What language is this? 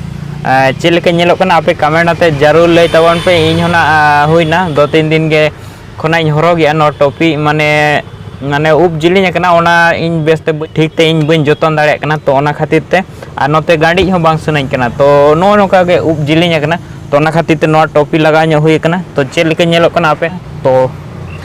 Santali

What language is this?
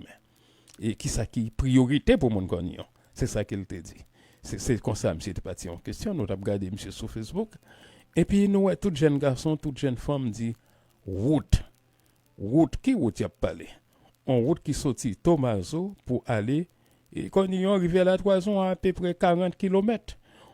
Haitian Creole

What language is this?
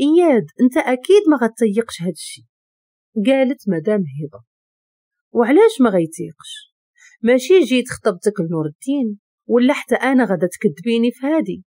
Moroccan Arabic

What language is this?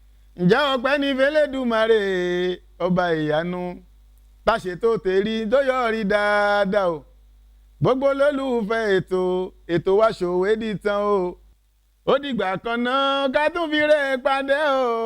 Yoruba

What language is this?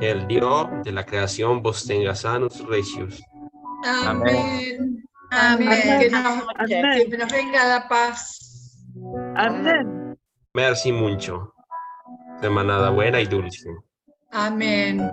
Ladino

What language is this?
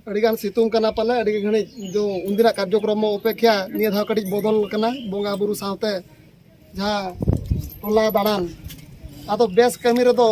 Santali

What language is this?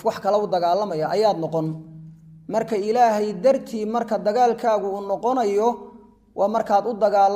Somali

